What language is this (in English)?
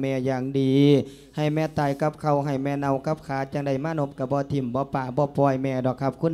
Lao